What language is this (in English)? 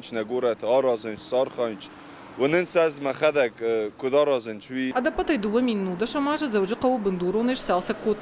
Ossetic